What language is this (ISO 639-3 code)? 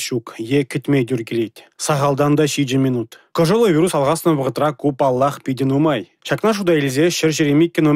chv